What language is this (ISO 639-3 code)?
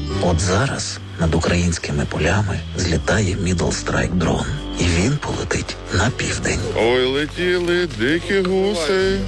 ukr